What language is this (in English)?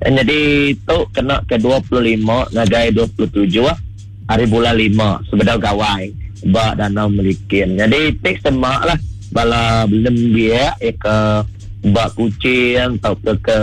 Iban